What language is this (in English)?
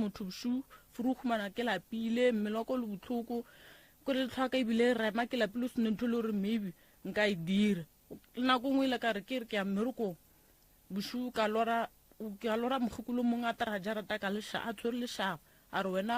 Northern Sotho